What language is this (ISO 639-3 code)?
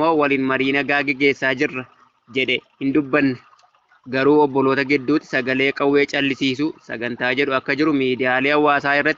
orm